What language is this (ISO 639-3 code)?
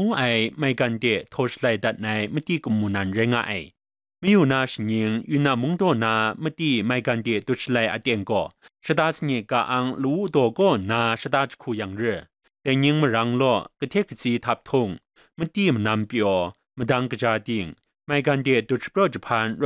kac